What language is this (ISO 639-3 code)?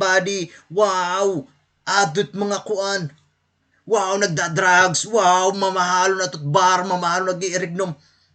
war